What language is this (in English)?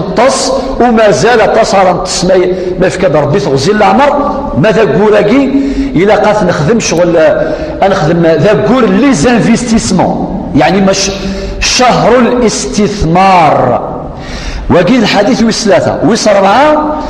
Kabyle